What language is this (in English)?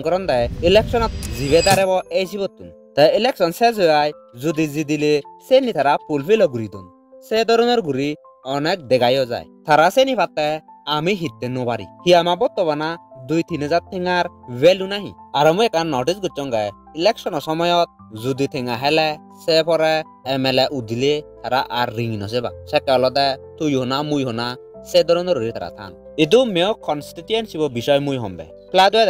Chakma